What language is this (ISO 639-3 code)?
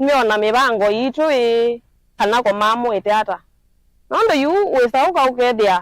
kam